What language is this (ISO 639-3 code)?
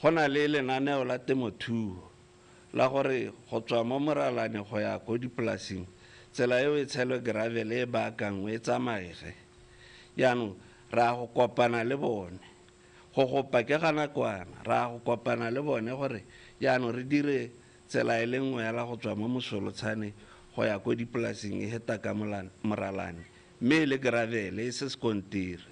tsn